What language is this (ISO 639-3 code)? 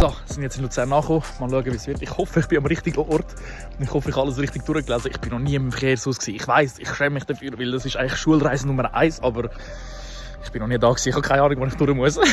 gsw